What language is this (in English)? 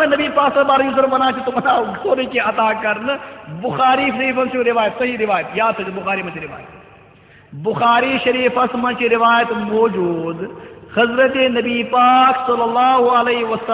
Kashmiri